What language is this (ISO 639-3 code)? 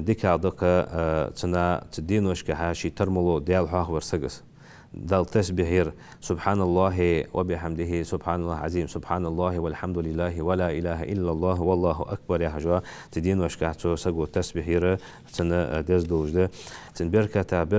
inh